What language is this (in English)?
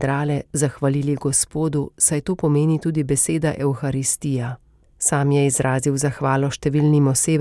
Slovenian